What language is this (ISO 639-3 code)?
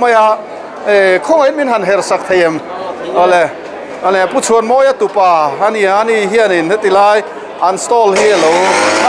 lus